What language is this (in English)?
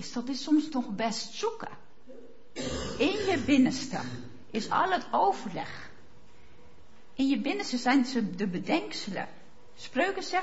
Dutch